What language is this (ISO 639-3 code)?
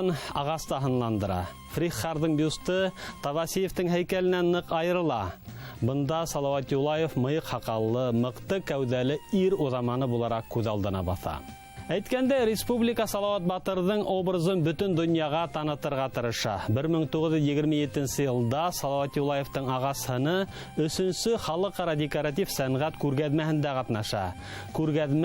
bak